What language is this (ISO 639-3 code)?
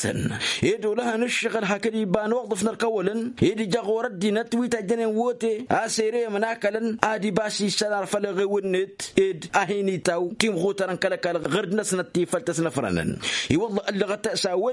taq